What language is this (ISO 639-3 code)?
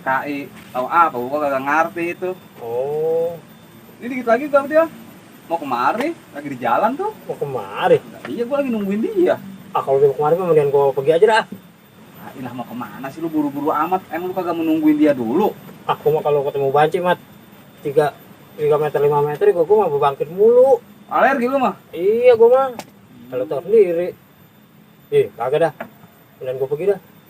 bew